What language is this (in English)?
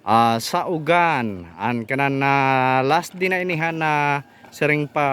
Waray